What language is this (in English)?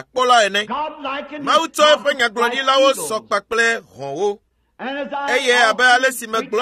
Ewe